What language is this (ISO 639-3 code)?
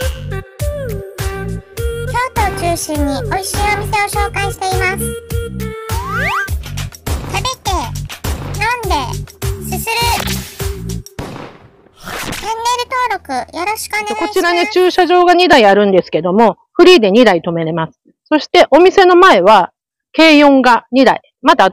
jpn